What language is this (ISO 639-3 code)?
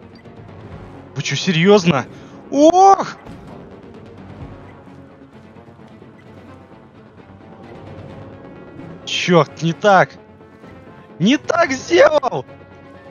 rus